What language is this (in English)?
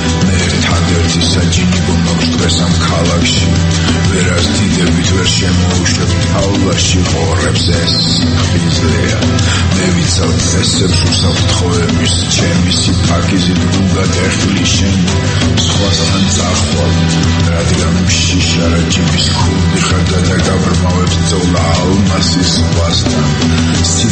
Georgian